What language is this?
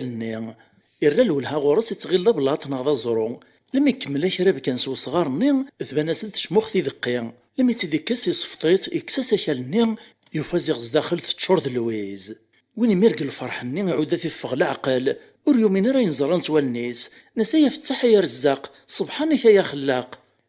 Kabyle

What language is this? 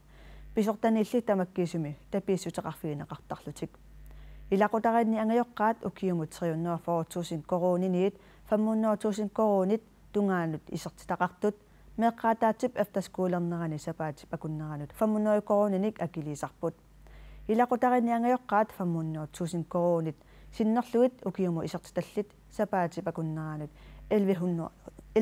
Kalaallisut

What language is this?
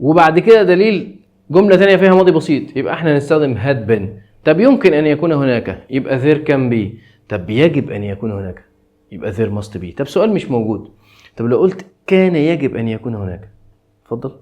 Egyptian Arabic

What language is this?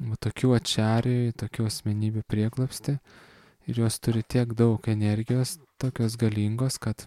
Lithuanian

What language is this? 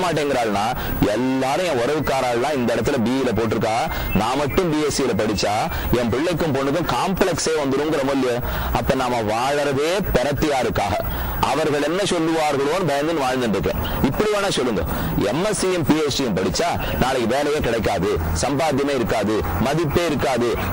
Tamil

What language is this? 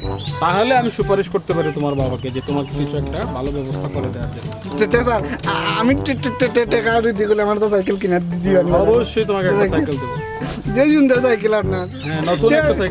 Sylheti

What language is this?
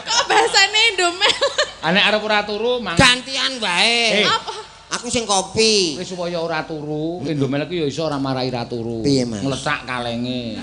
Javanese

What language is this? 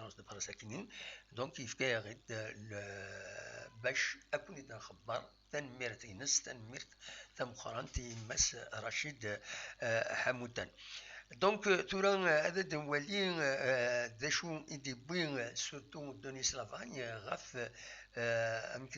Kabyle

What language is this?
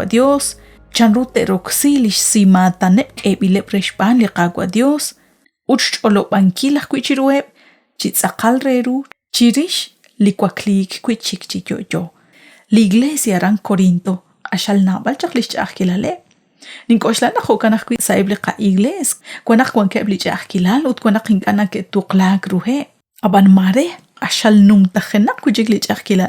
Kekchí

